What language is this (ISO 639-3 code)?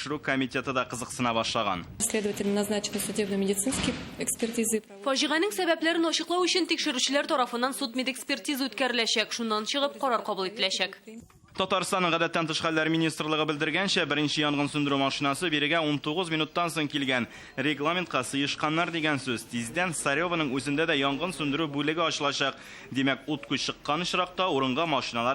tat